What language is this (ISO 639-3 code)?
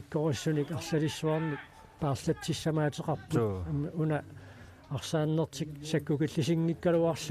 kal